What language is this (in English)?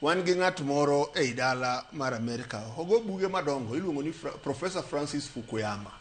Luo (Kenya and Tanzania)